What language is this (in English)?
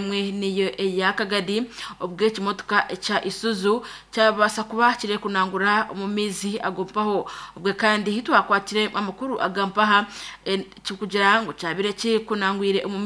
Nyankole